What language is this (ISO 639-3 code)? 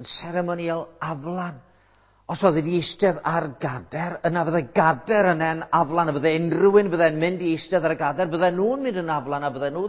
cym